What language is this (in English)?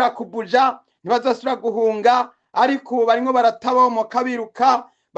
Rundi